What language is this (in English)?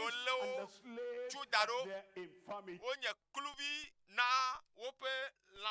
Ewe